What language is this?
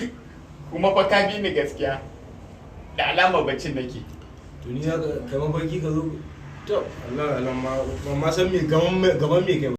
Hausa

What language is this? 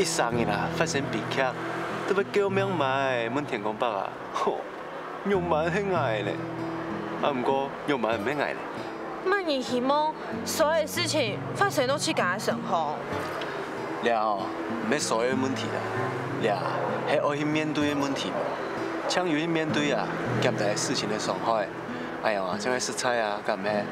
Hakka Chinese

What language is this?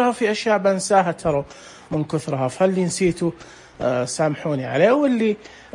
Najdi Arabic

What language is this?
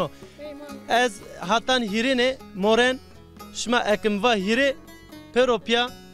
Zaza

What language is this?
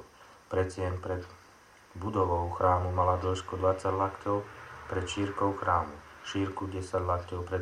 Slovak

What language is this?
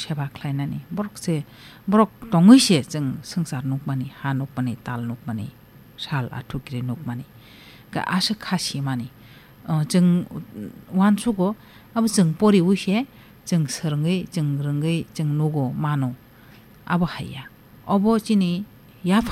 Kok Borok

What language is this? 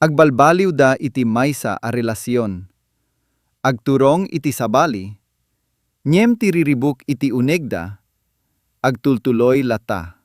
Iloko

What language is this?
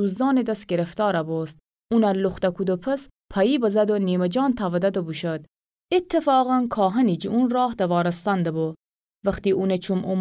Gilaki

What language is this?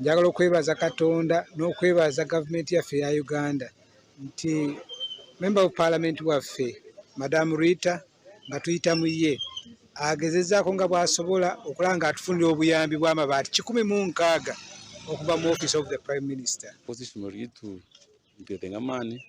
Nyankole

